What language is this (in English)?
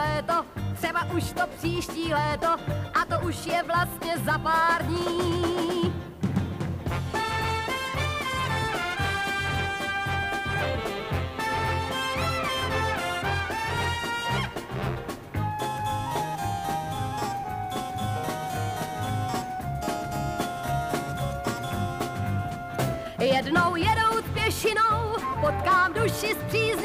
Czech